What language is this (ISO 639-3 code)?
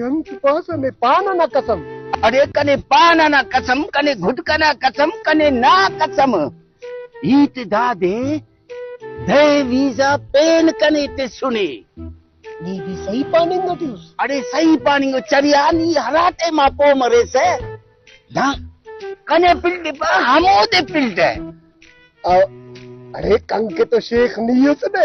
brh